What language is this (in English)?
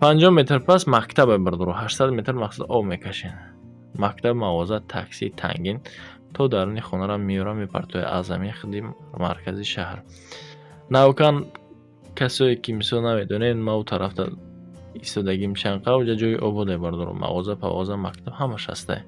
Tajik